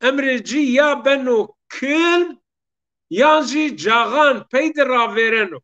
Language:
Zaza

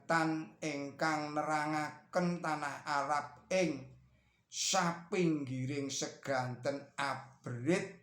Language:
Javanese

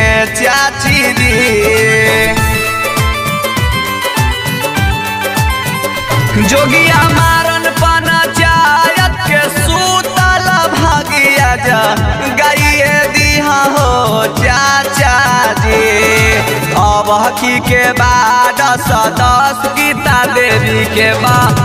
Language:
Bhojpuri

